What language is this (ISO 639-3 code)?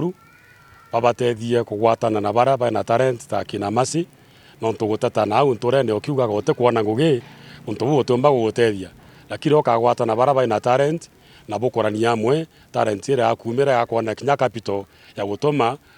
mer